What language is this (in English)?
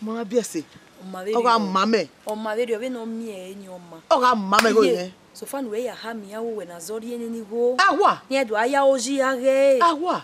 Bini